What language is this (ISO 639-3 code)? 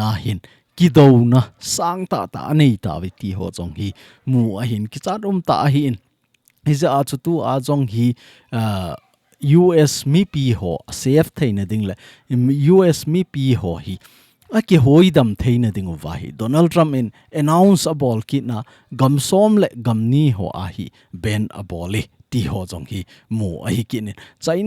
tcz